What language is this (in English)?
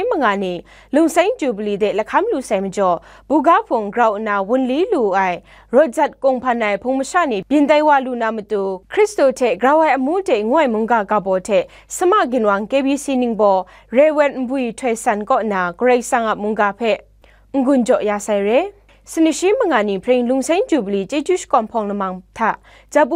Kachin